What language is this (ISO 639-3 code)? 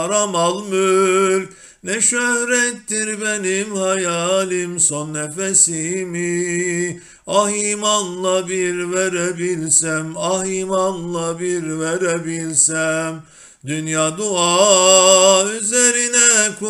tur